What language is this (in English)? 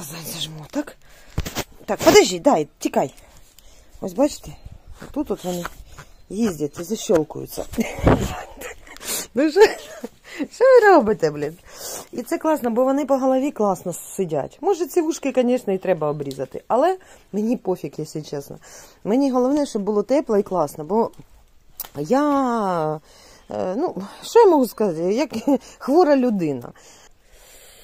Ukrainian